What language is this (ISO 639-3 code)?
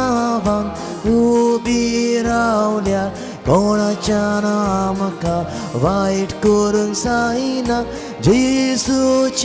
kok